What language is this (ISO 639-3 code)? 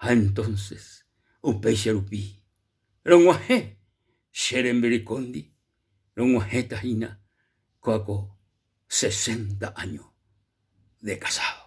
grn